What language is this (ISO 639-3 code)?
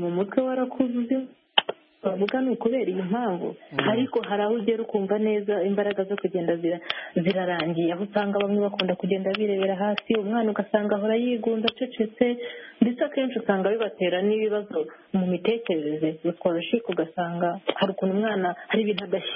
kin